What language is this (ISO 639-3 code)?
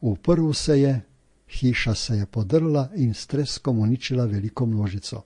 slv